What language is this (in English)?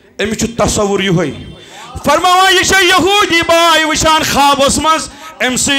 Kashmiri